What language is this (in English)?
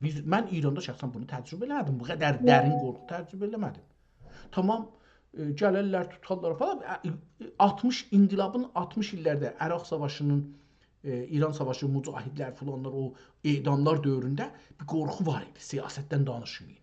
South Azerbaijani